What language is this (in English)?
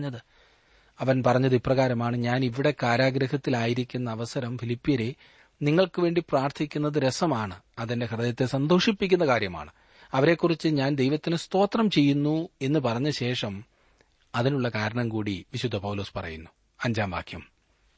Malayalam